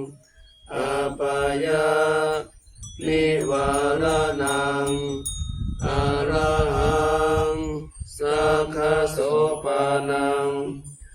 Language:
Pali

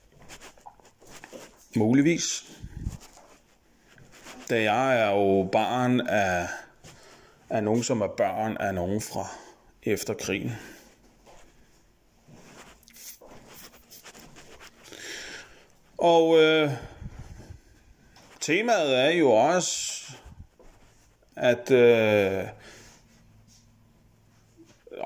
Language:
Danish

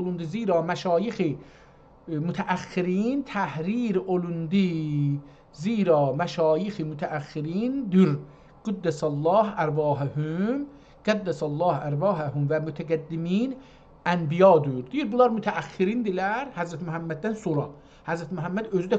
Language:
South Azerbaijani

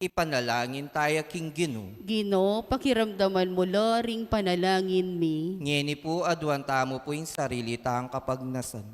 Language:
Pampanga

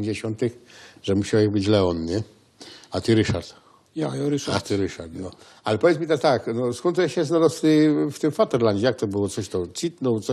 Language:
Silesian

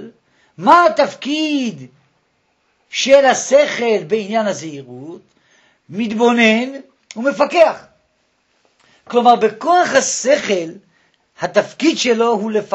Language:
Hebrew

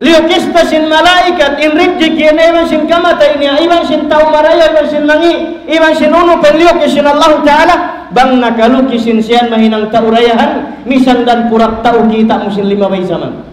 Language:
Tausug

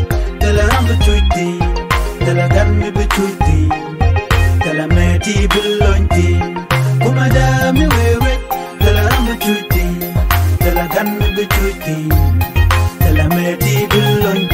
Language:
Nuer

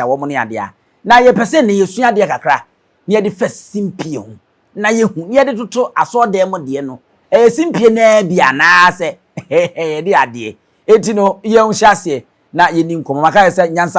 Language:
Akan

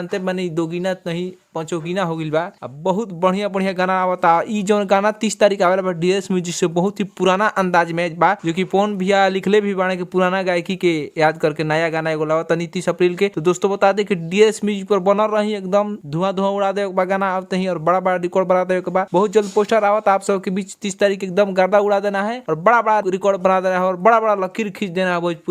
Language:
Bhojpuri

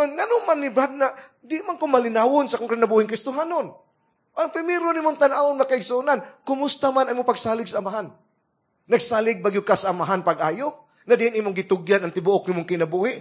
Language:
Cebuano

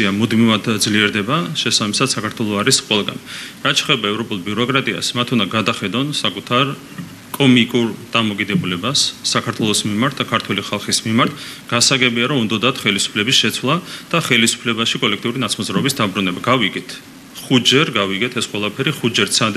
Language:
Georgian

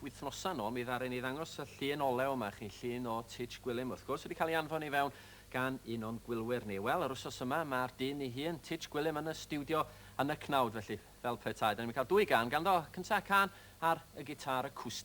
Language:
Welsh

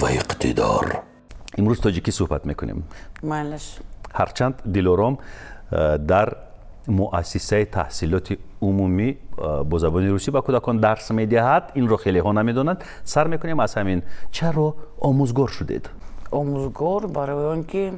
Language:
Tajik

